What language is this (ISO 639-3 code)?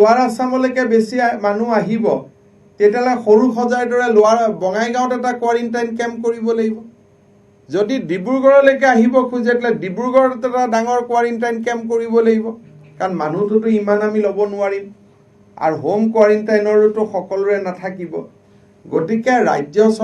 asm